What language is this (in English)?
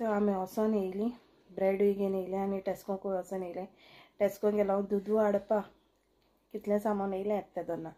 Konkani